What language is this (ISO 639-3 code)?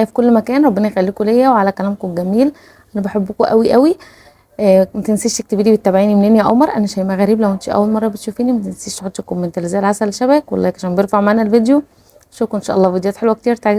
arz